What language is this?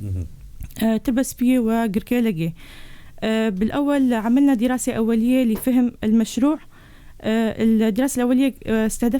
North Levantine Arabic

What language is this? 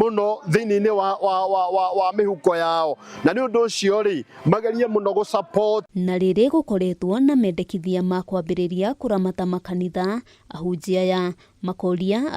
Kikuyu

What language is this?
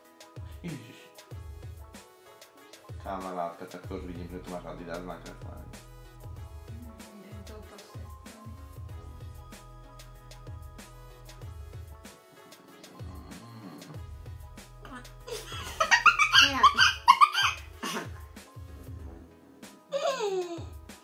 Slovak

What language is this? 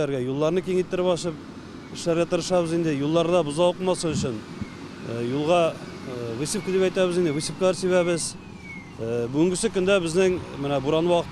Tatar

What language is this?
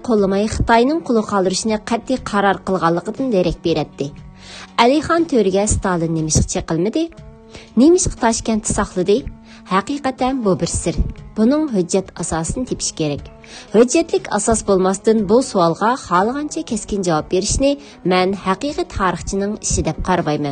Uyghur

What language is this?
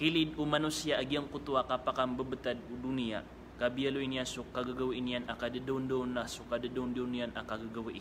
Maranao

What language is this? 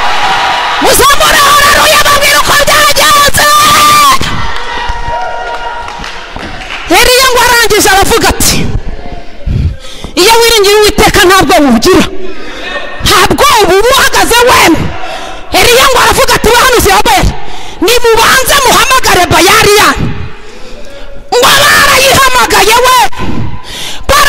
Kinyarwanda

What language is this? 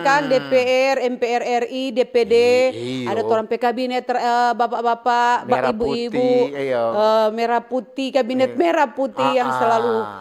Manado Malay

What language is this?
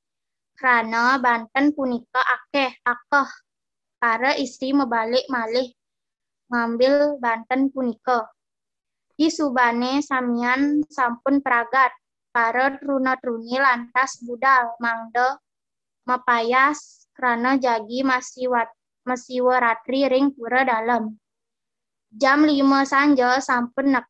Balinese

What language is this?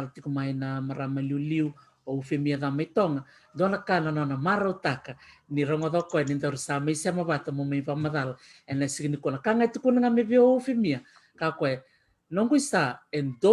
Fijian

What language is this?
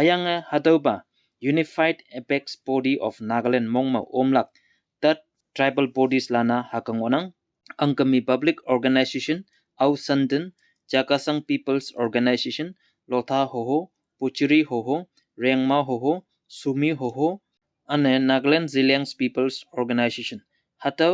Konyak Naga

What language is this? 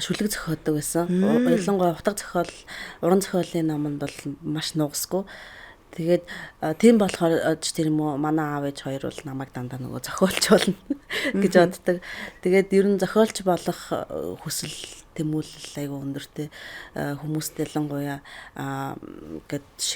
Mongolian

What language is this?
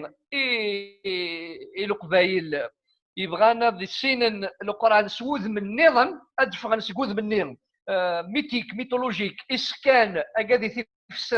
Kabyle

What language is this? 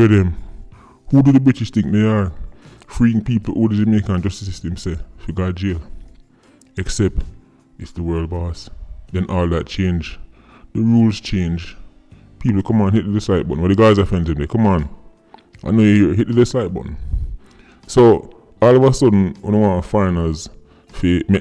Jamaican Creole English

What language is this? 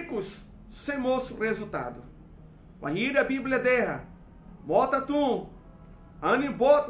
Tetum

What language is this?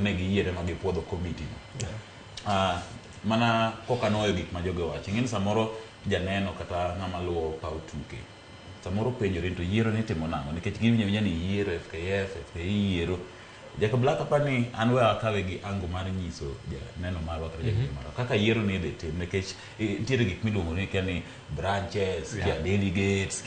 Luo (Kenya and Tanzania)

